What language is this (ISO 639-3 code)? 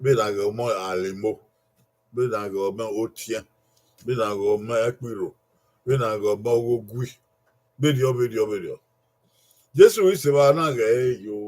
bin